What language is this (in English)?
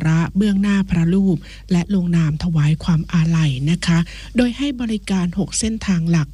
Thai